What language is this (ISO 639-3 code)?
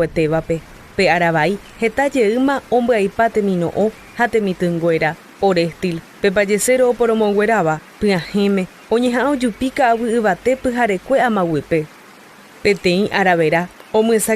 grn